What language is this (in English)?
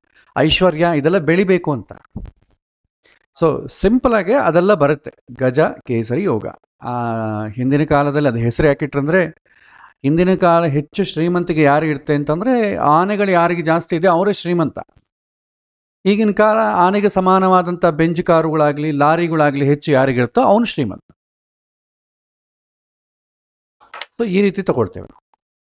Kannada